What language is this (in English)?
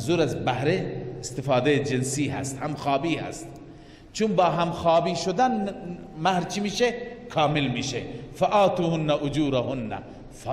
Persian